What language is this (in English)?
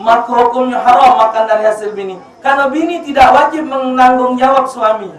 Musi